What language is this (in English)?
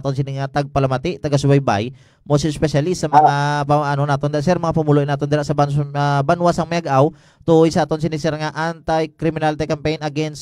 Hiligaynon